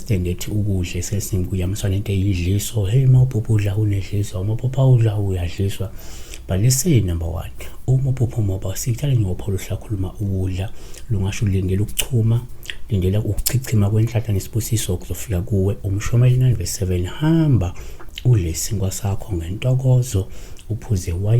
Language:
Zulu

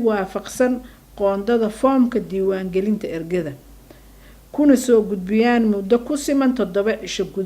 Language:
Somali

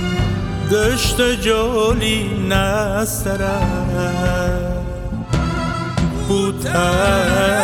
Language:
Persian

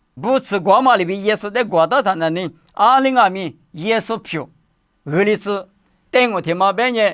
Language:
Lisu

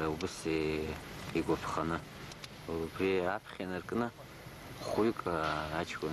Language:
Abkhazian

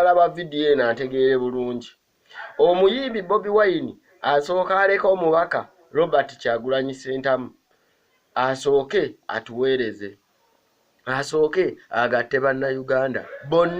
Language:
Ganda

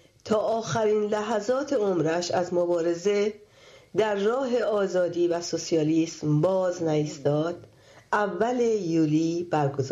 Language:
Persian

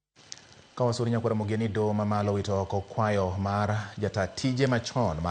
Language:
Luo (Kenya and Tanzania)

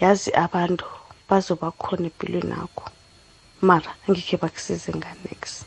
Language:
South Ndebele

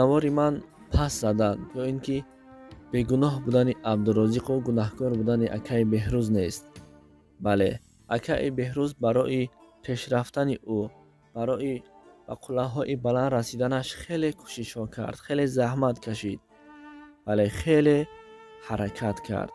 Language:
Tajik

